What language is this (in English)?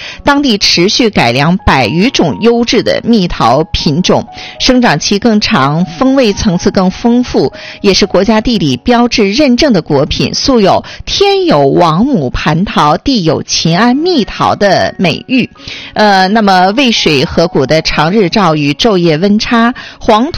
Chinese